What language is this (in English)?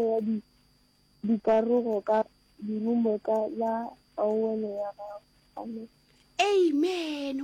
Northern Sotho